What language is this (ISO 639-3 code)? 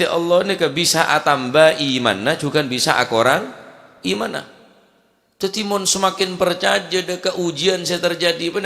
mad